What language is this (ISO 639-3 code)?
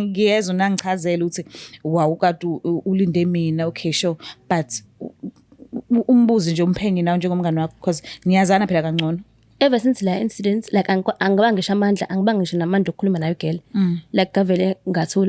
zul